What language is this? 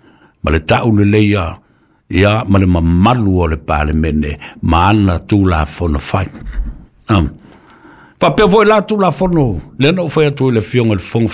Samoan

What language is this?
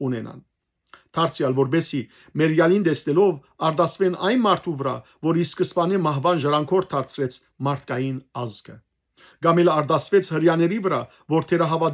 Western Armenian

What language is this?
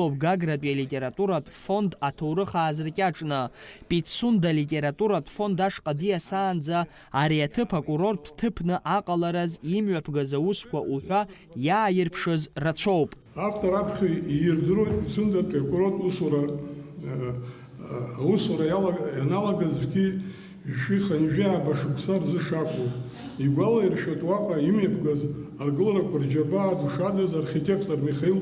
Abkhazian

